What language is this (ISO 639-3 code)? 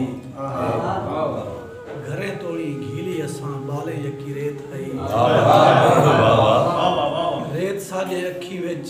skr